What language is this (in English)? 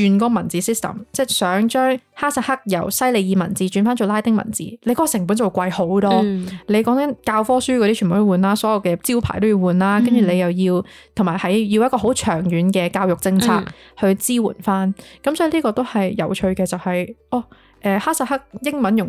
Cantonese